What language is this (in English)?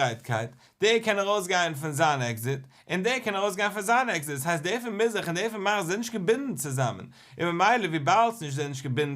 Yiddish